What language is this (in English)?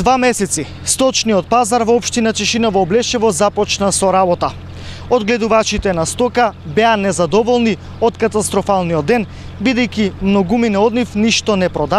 Macedonian